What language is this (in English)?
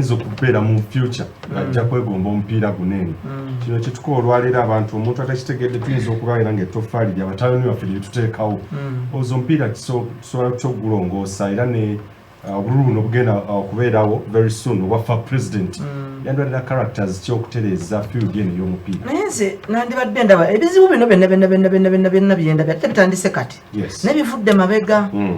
Ganda